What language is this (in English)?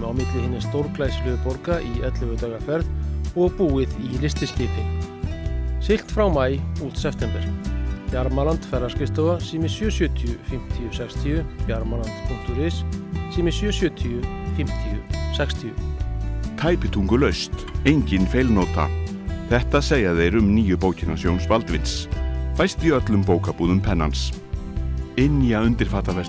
Icelandic